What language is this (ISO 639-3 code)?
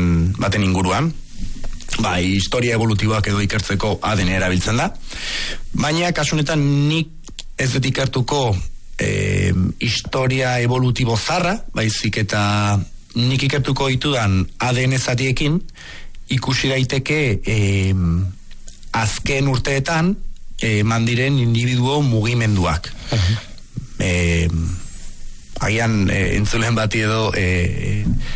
eus